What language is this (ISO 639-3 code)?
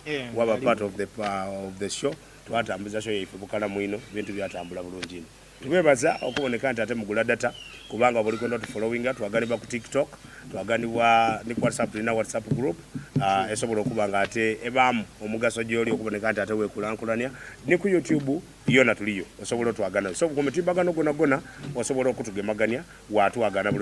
xog